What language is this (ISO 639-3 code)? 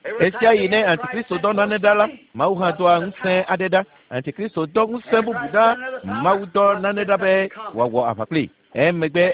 ewe